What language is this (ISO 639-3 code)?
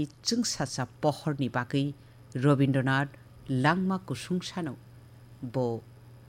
trp